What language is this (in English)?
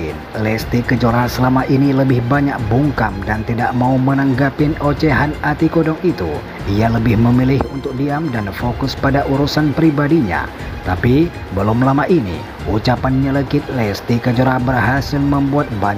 Indonesian